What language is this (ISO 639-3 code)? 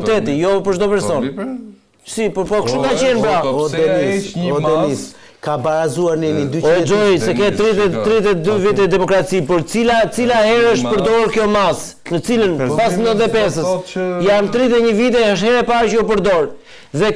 sqi